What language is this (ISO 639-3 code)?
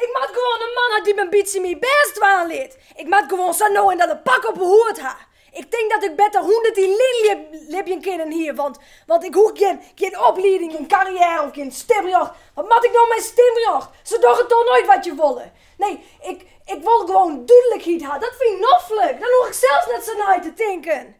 fry